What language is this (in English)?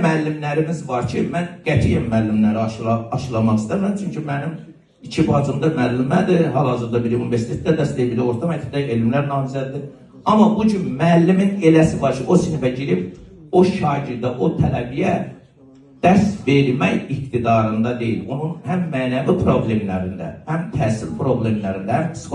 Azerbaijani